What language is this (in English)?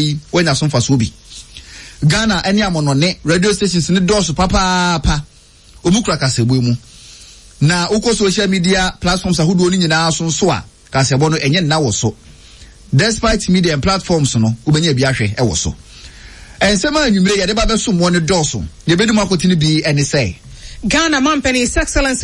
Akan